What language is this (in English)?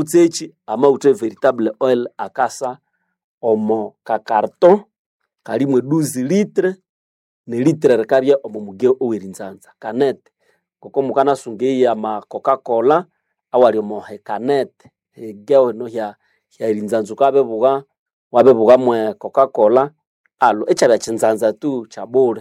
Nande